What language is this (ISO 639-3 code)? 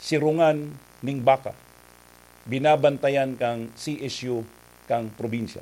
bik